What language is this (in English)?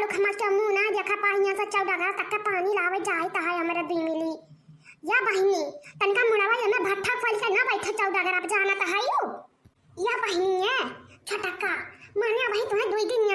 Awadhi